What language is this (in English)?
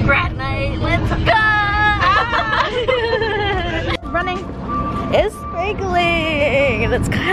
English